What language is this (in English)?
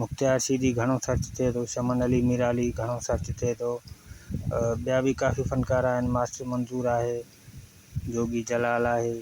Sindhi